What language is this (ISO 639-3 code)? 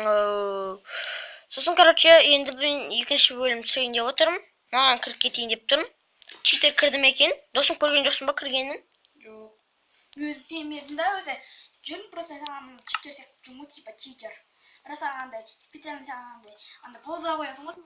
kaz